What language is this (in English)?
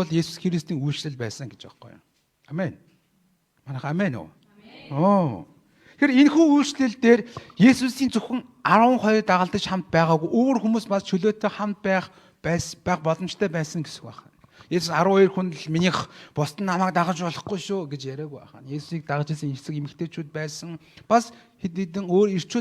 Mongolian